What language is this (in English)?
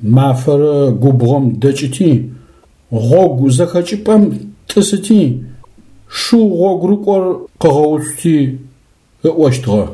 Adyghe